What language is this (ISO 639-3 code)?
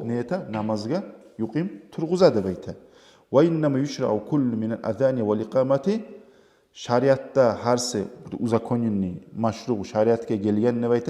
kum